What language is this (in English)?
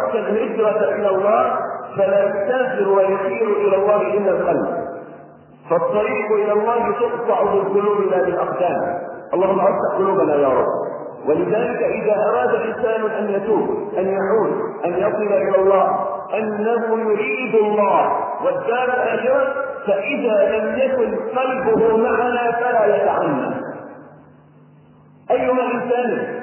Arabic